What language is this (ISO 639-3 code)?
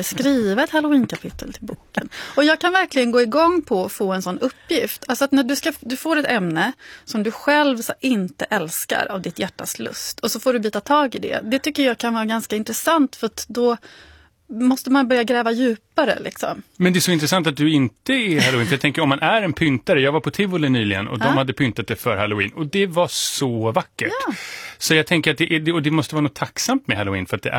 swe